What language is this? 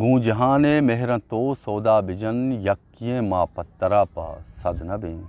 Eastern Balochi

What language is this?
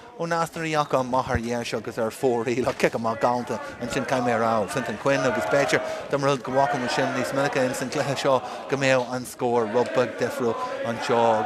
Irish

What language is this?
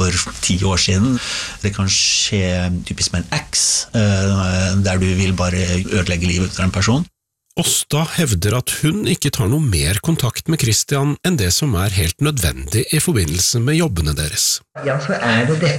Norwegian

